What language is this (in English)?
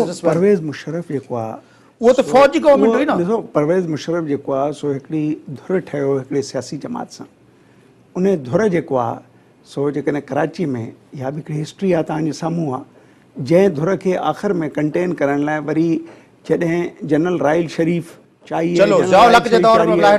Sindhi